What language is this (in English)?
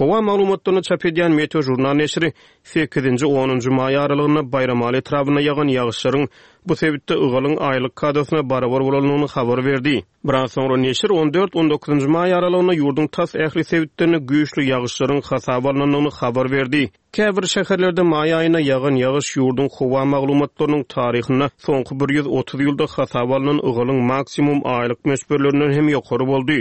Turkmen